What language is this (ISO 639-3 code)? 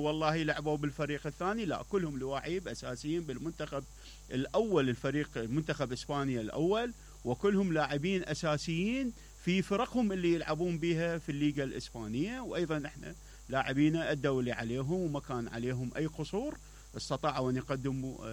acm